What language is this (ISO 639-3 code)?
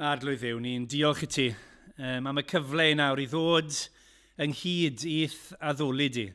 cym